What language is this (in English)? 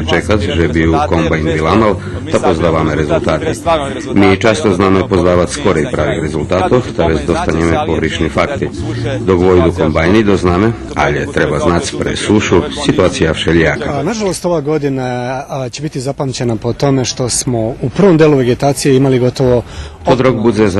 Rusyn